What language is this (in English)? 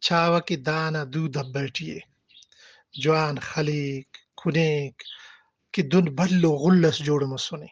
Brahui